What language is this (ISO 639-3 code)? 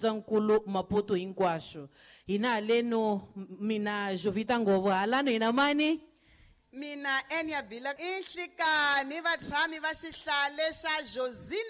tso